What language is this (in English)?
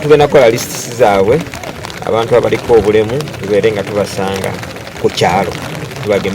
Ganda